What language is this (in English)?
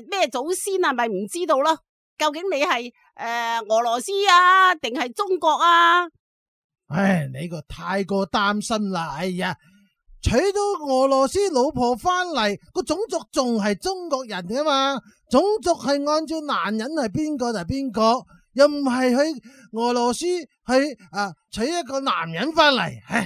Cantonese